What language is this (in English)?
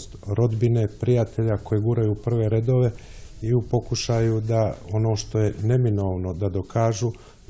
Serbian